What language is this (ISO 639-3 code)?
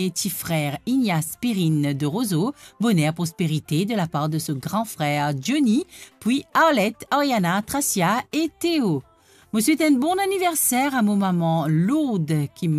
mfe